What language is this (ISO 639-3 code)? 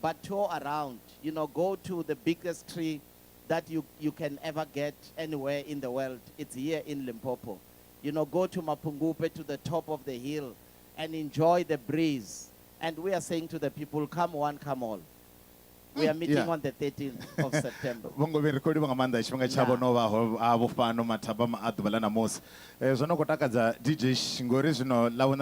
ven